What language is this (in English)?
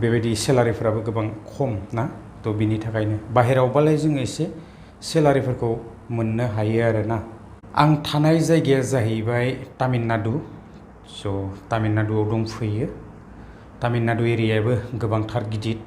Bodo